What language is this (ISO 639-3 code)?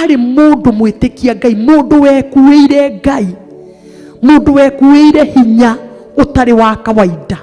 kik